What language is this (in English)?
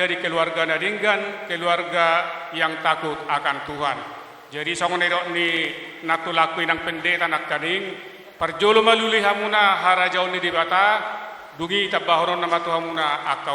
Batak Toba